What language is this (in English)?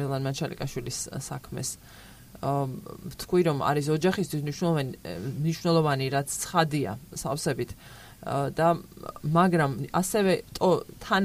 Georgian